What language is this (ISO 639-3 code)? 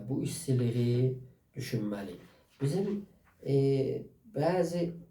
azb